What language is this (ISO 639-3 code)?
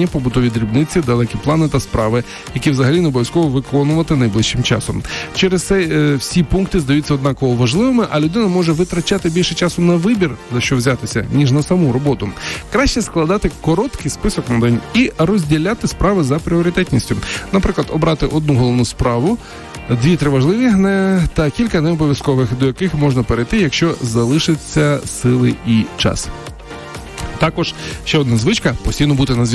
ukr